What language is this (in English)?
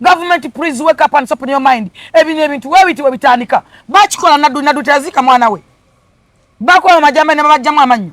Ganda